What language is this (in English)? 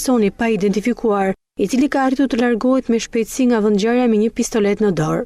Albanian